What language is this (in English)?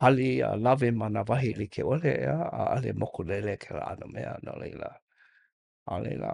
Hawaiian